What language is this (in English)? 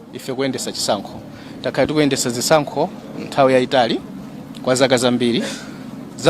Nyanja